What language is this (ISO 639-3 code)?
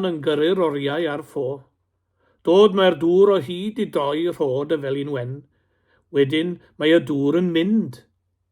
cym